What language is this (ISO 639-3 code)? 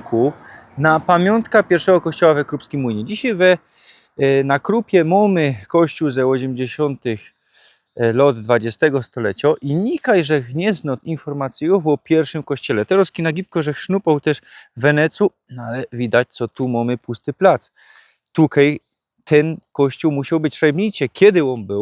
szl